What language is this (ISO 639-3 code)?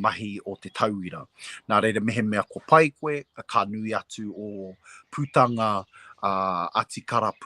mri